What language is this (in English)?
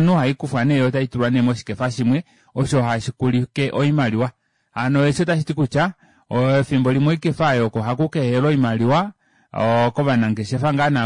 Kuanyama